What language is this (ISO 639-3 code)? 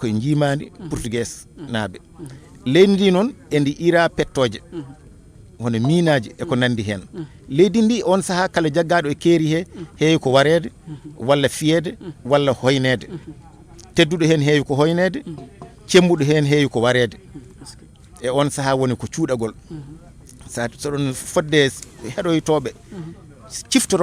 ful